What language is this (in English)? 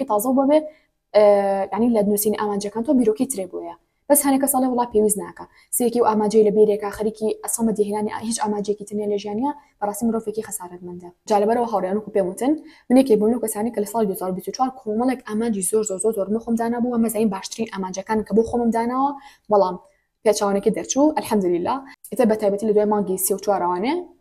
Central Kurdish